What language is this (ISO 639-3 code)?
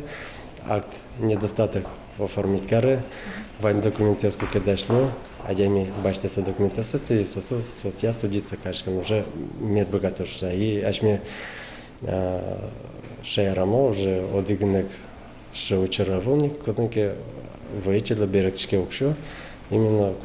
udm